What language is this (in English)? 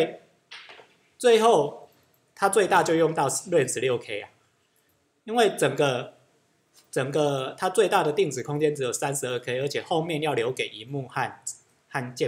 Chinese